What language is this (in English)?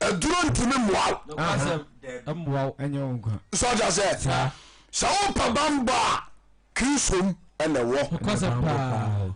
Akan